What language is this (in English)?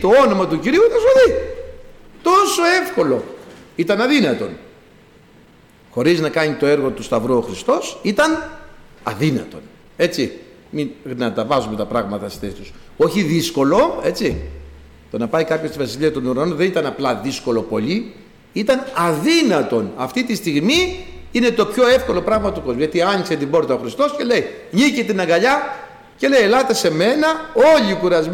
Greek